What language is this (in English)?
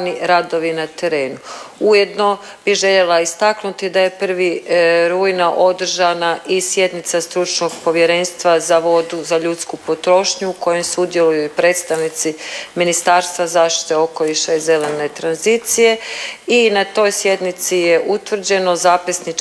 Croatian